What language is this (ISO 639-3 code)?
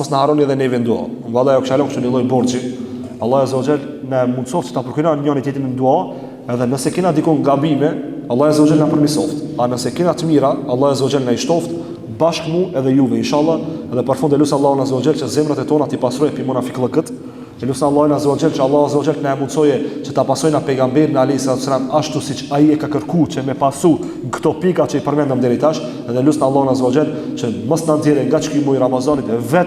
sqi